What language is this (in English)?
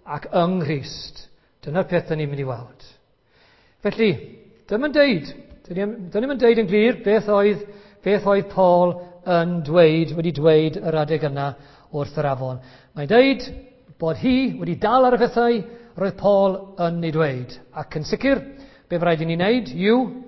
Welsh